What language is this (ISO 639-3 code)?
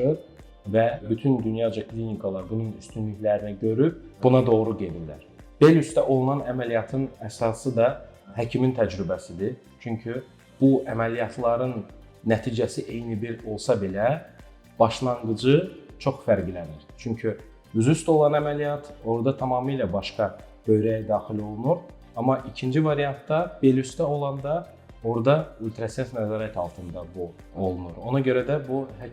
aze